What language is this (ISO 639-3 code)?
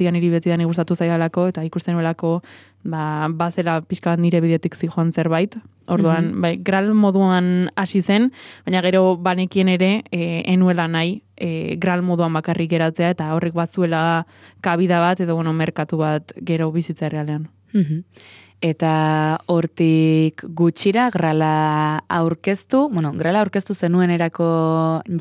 eus